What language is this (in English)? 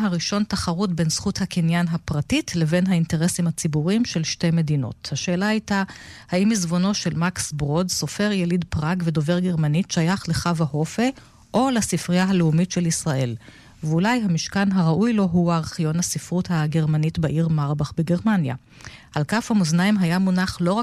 Hebrew